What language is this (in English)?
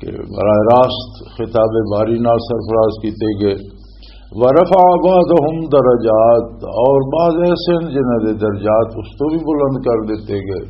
Western Panjabi